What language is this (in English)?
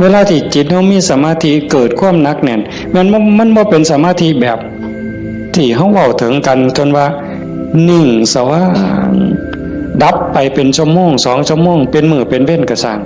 Northeastern Thai